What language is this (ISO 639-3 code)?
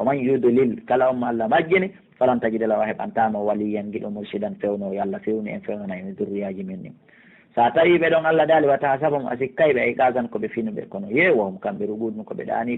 ful